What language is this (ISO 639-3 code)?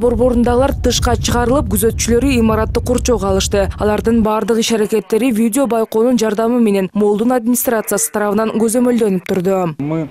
kir